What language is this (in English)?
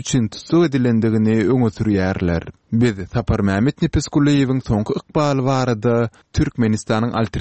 Turkmen